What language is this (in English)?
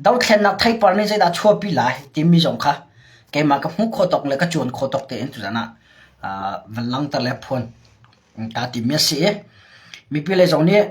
Hakha Chin